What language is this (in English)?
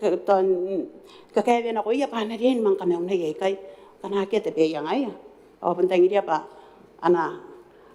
Gilbertese